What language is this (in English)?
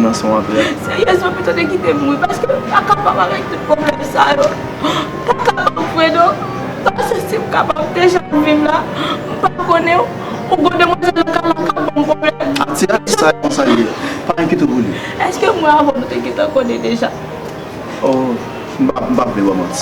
Haitian Creole